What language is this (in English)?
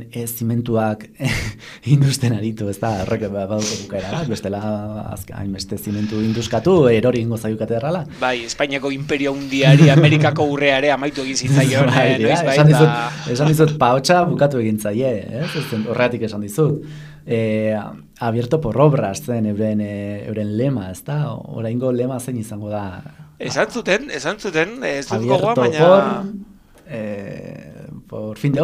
Basque